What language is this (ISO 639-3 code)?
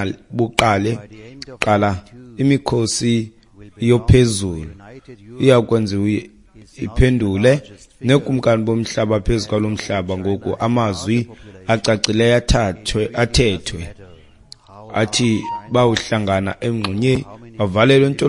xho